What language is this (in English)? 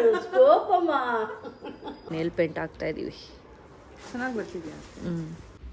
Kannada